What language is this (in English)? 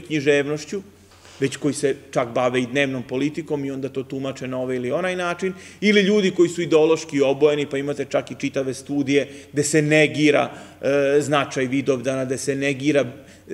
Serbian